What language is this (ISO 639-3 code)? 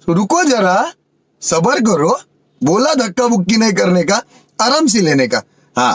kha